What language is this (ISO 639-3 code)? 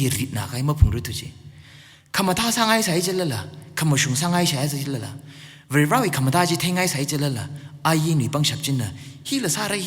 nmf